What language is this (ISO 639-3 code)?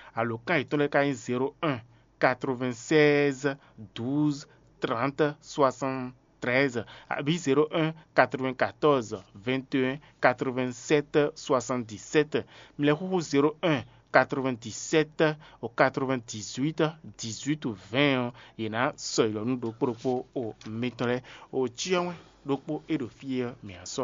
fon